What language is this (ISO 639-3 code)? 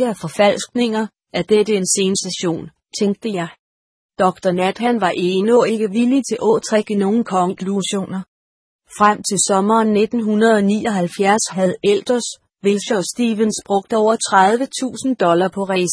dan